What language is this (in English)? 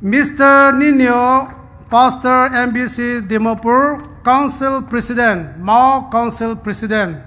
Poumei Naga